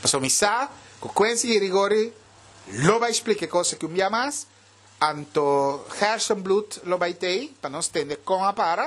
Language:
Papiamento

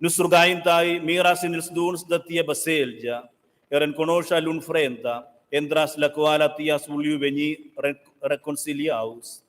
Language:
Romansh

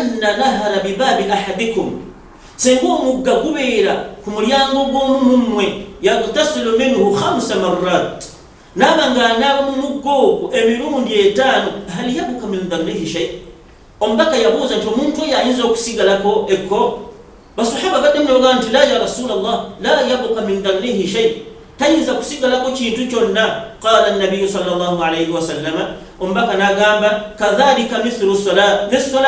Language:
Ganda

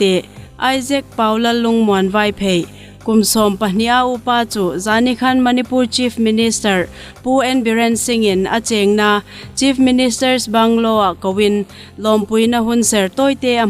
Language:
Hmar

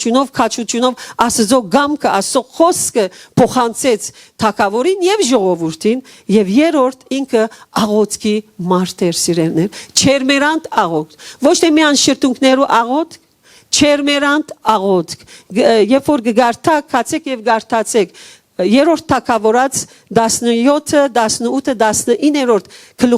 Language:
Western Armenian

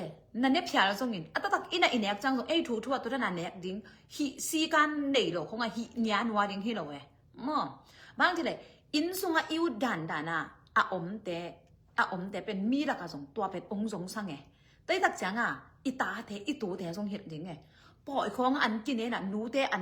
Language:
Tedim Chin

